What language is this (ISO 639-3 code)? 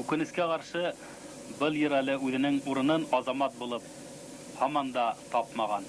bak